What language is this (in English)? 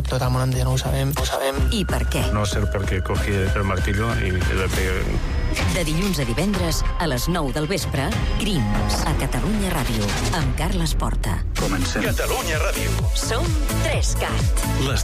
Catalan